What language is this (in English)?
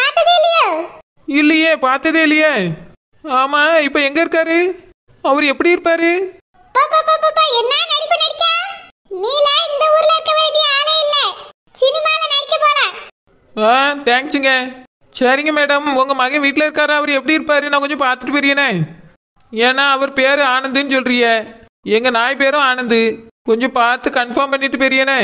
Tamil